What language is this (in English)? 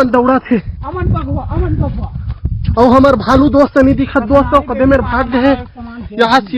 Chhattisgarhi